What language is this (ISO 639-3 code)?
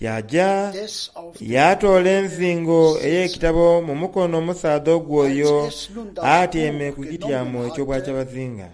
xog